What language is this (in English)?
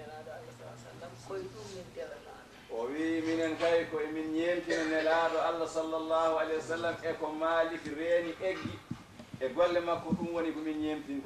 Fula